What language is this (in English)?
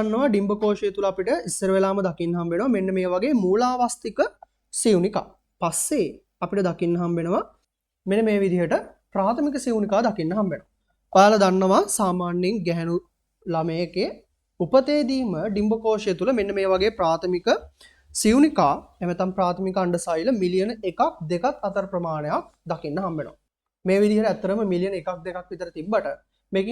Sinhala